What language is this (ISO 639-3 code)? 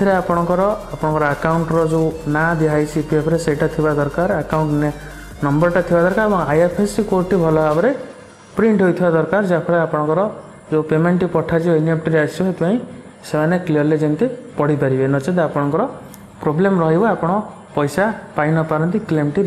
ori